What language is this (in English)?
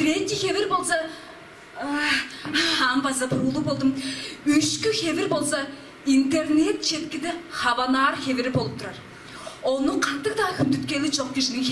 Tuvinian